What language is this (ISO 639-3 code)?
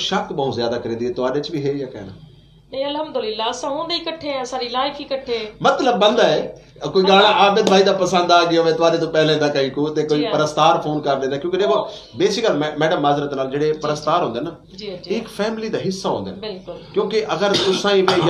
skr